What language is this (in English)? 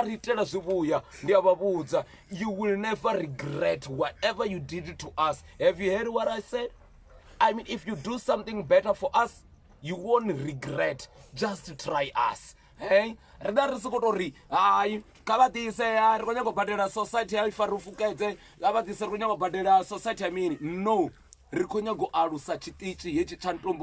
Venda